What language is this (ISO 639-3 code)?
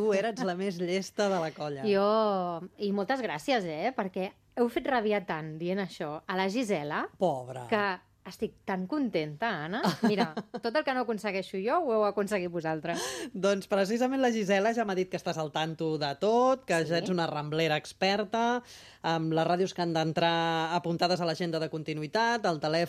cat